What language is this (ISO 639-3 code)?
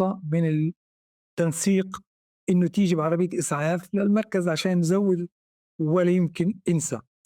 apc